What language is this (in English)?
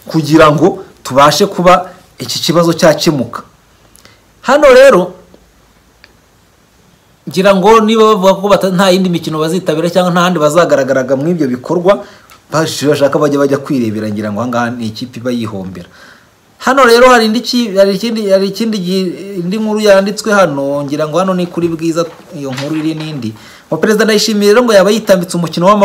Kinyarwanda